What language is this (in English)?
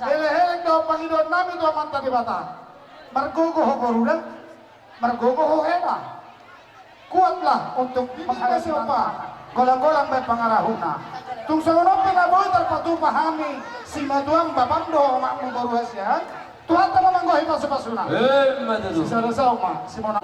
Batak Toba